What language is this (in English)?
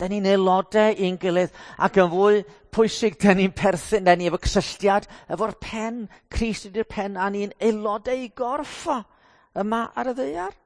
Welsh